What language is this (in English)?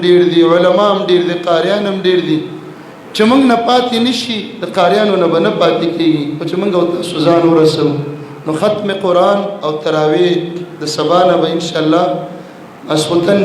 Pashto